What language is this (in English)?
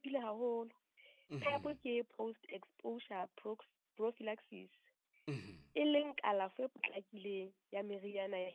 Southern Sotho